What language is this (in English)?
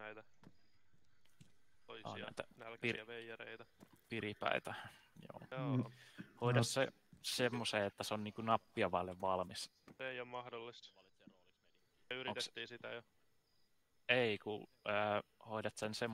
Finnish